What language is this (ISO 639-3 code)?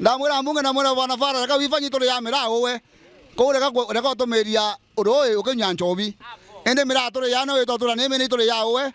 mer